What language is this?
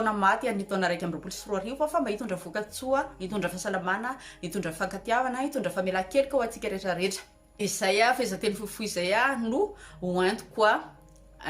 Malagasy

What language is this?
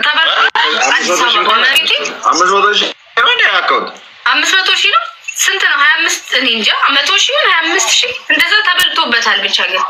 Amharic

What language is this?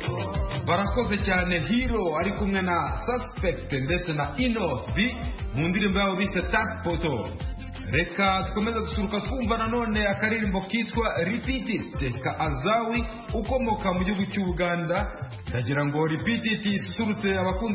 Kinyarwanda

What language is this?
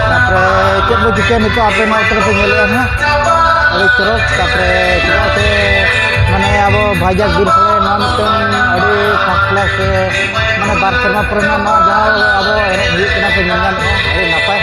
Santali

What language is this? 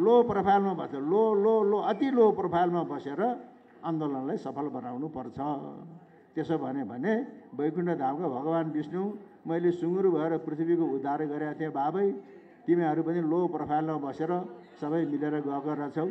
Nepali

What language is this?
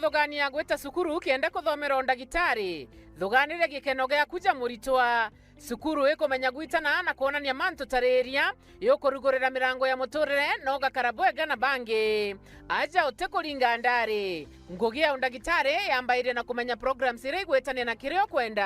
Meru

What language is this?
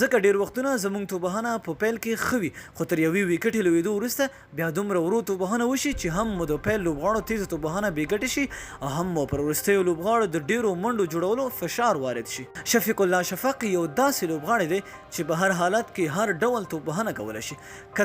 Pashto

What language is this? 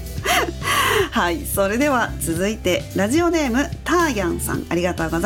Japanese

